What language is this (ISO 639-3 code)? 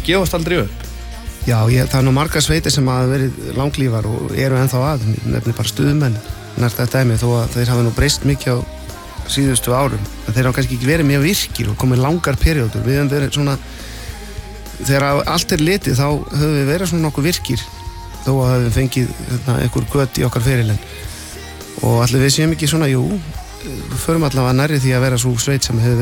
isl